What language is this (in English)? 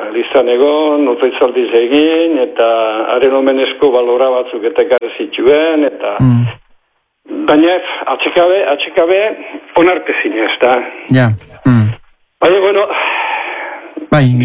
Basque